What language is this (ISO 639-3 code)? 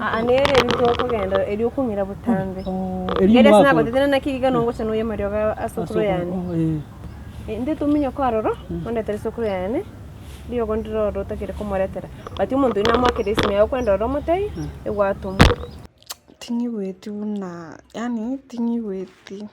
guz